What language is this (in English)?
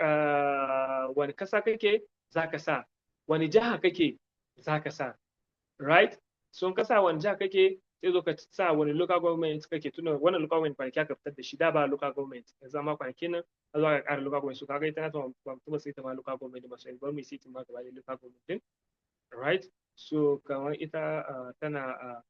Hausa